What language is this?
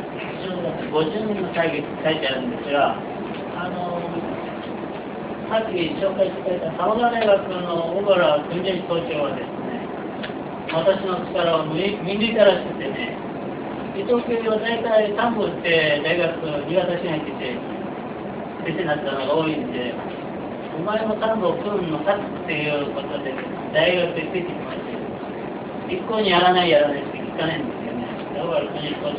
Japanese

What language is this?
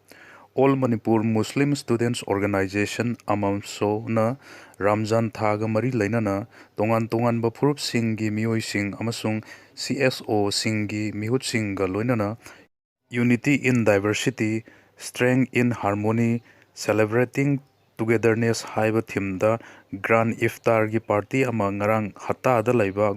Manipuri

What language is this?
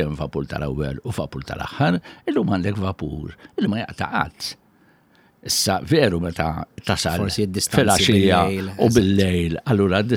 Maltese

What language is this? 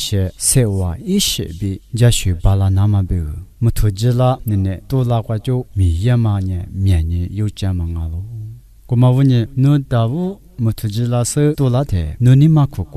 Lisu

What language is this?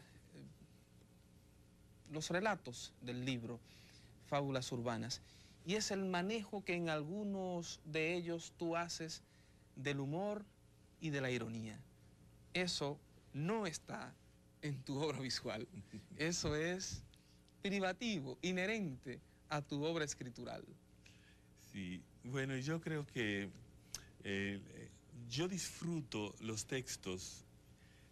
Spanish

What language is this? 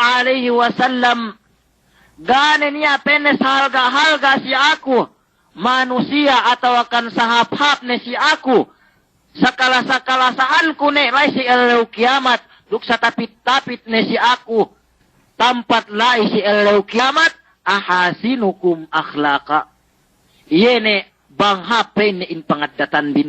Yakan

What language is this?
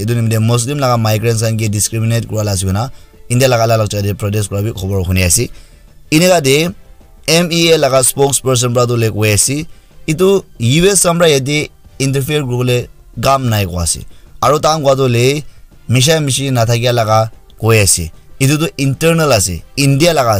Naga Pidgin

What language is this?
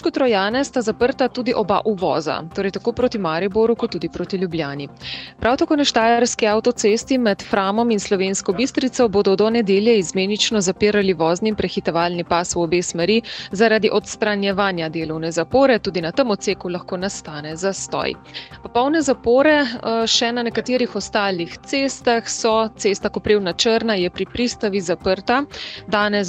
Slovenian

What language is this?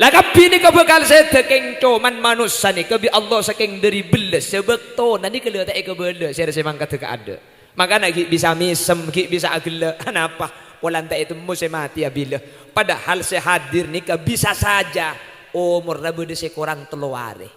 Madurese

